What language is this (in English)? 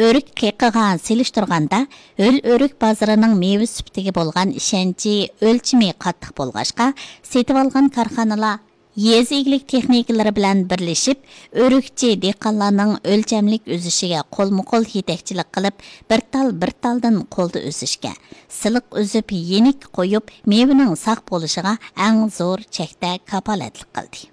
Uyghur